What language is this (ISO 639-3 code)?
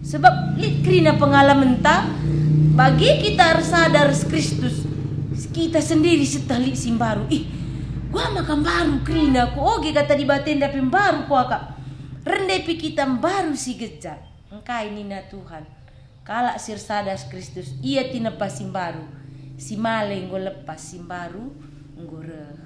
btx